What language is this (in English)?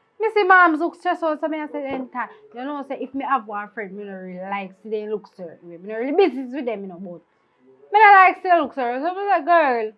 Jamaican Creole English